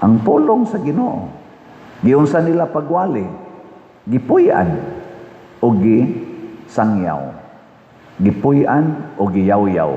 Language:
Cebuano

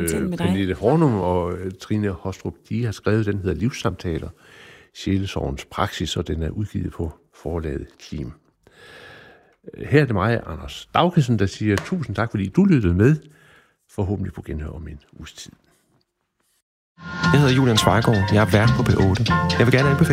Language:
Danish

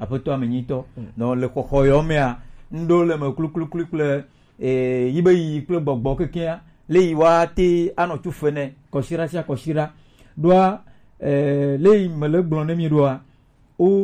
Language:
Gen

